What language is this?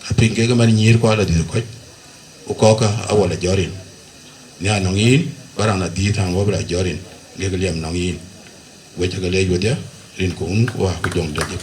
Dinka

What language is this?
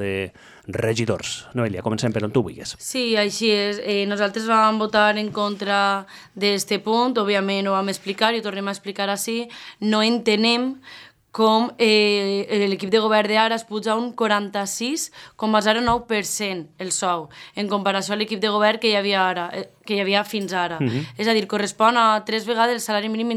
Catalan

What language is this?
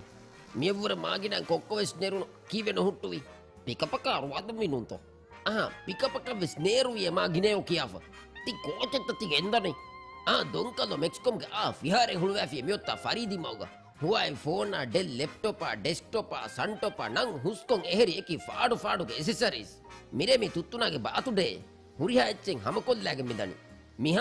Divehi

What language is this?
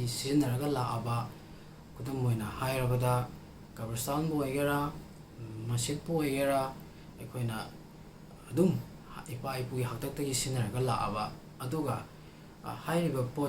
Manipuri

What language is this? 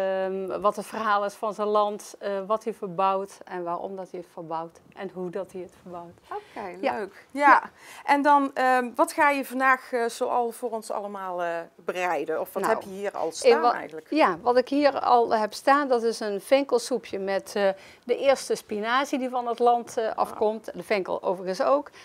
Dutch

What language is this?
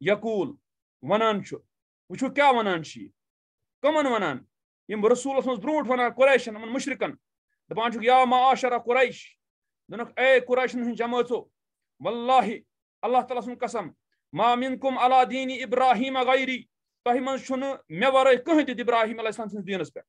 Kashmiri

